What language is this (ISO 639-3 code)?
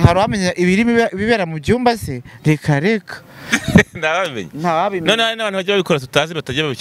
kin